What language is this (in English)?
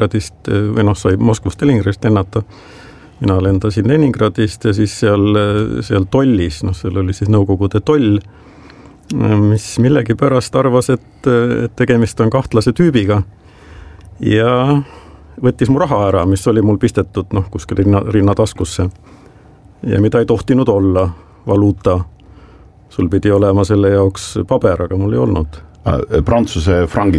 Estonian